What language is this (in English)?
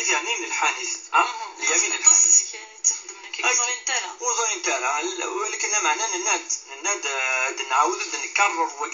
Kabyle